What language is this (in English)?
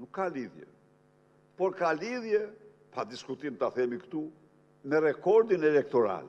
Albanian